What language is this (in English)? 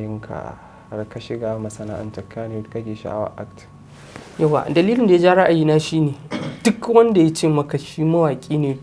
Hausa